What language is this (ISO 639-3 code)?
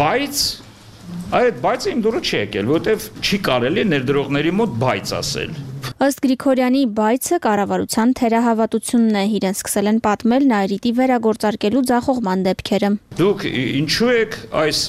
hye